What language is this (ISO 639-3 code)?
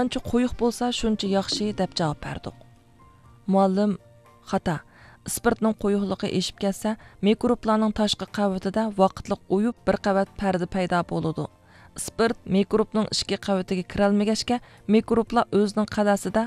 uig